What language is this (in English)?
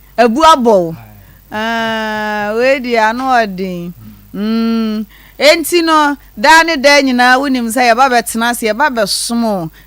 Akan